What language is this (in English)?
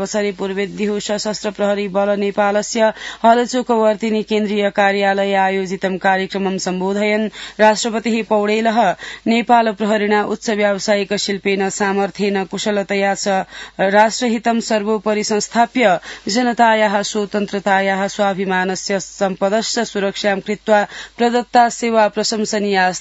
Sanskrit